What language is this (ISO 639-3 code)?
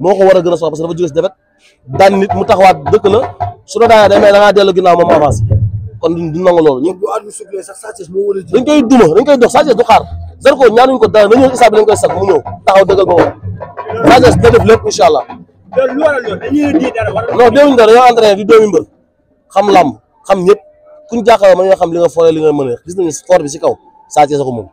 wol